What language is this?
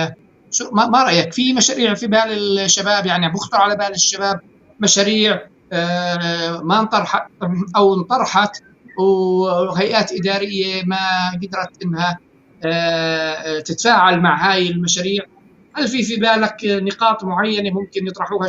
North Levantine Arabic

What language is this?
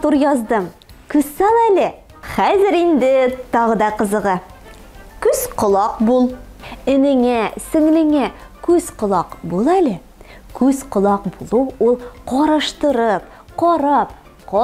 Tatar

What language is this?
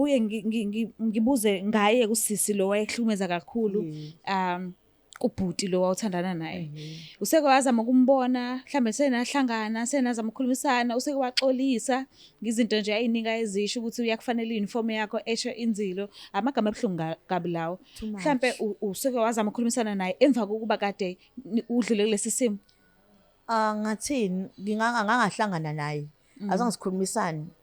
Zulu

